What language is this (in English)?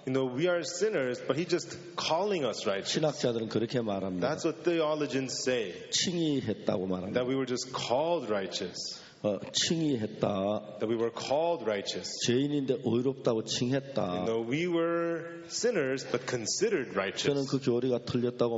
Korean